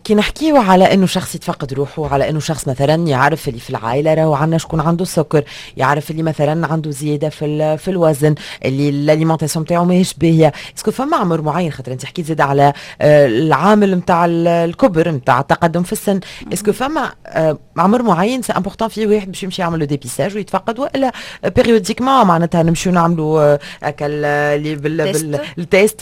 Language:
Tunisian Arabic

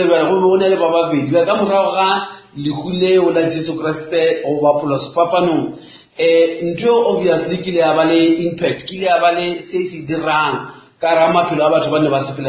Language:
Northern Sotho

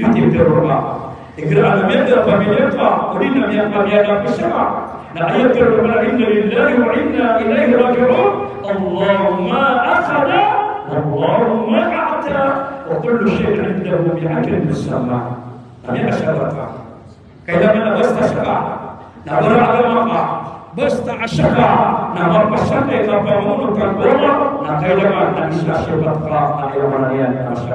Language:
Maranao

